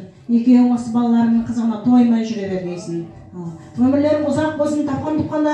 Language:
Kazakh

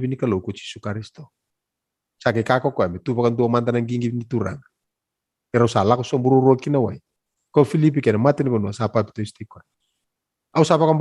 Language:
Fijian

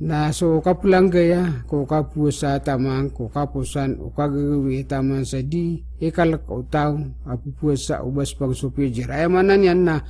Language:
Maranao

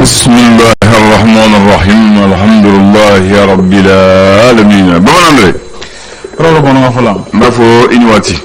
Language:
Bambara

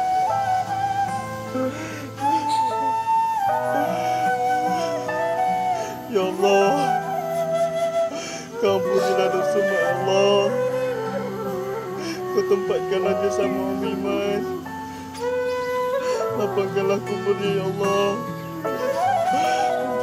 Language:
Malay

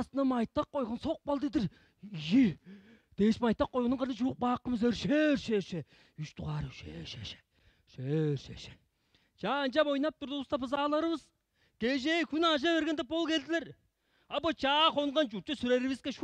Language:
Tuvinian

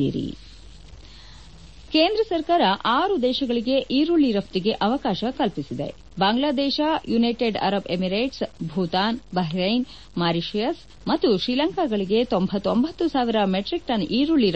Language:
Kannada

